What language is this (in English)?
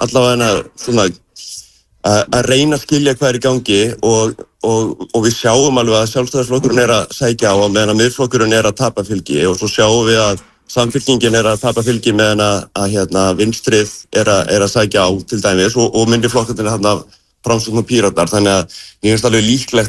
Icelandic